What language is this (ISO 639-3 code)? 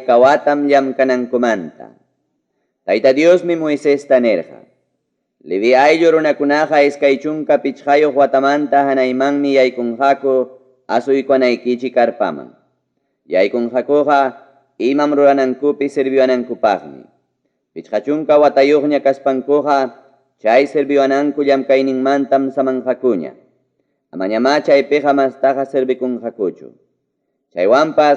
quy